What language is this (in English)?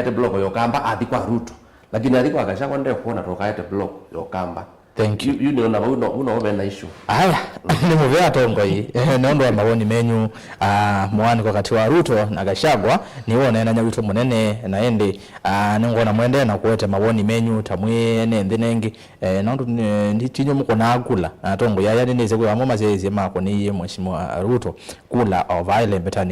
Kamba